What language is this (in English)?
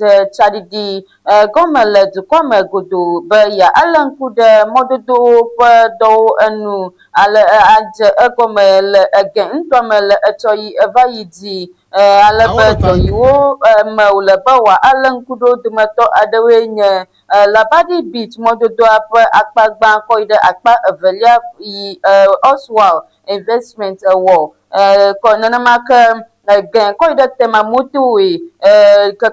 Ewe